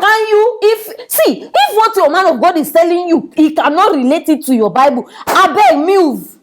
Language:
Nigerian Pidgin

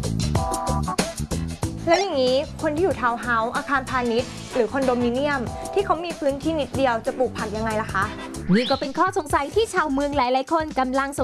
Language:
Thai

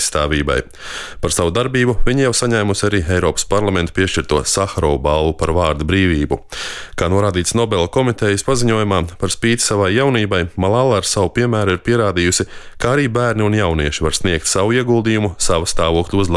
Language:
Latvian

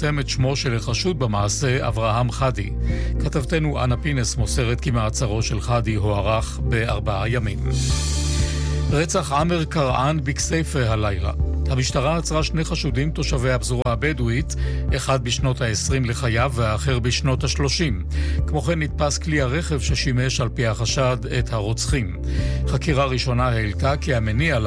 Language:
Hebrew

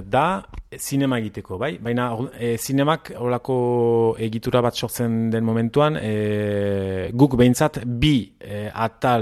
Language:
Basque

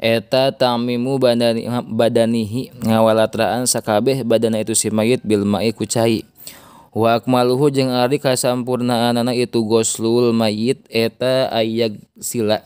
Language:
Sundanese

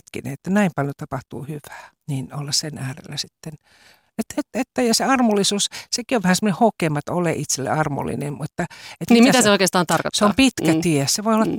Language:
Finnish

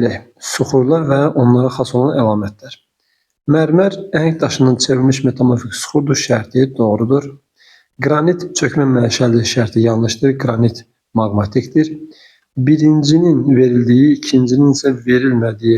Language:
Azerbaijani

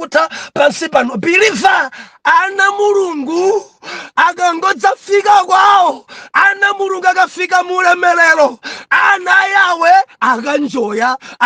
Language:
Nyanja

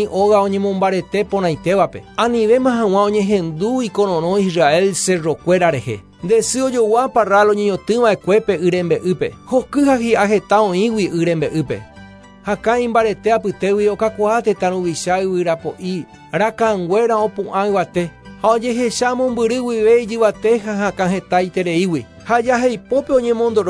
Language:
Guarani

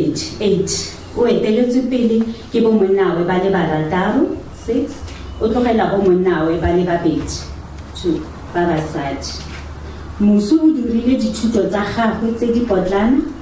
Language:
Tswana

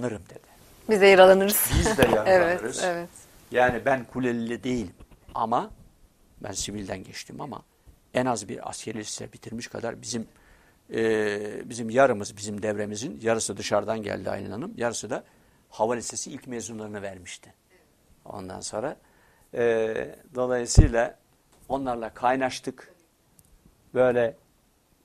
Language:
Turkish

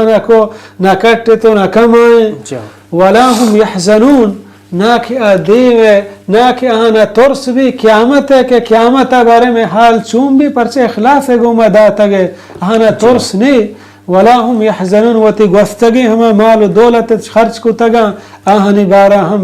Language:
Baluchi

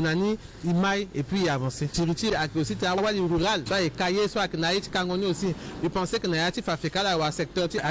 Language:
Sango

